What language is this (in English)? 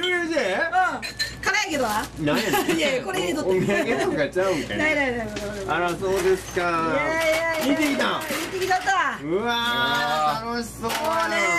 Japanese